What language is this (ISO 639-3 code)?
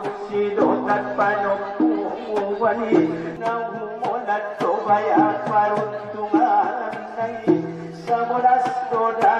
akb